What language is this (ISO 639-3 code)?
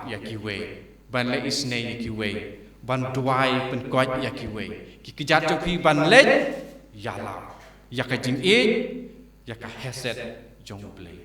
kha